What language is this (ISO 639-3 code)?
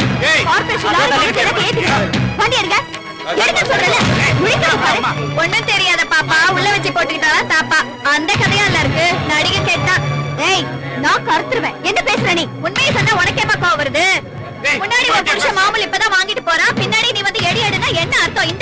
tam